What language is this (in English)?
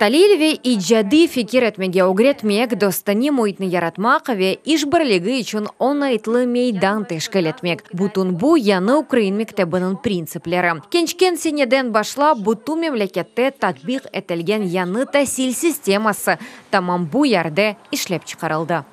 Crimean Tatar